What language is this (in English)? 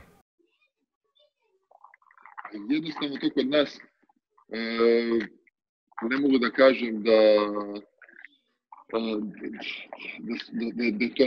Serbian